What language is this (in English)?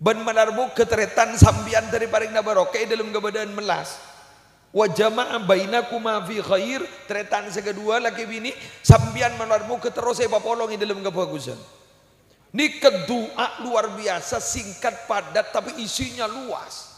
Madurese